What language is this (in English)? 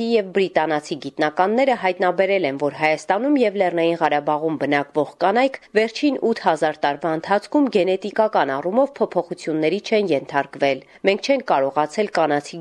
Armenian